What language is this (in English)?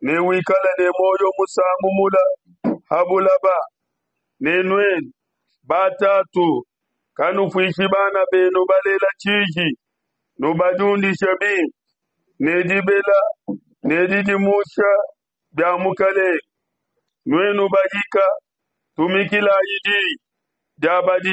Luba-Lulua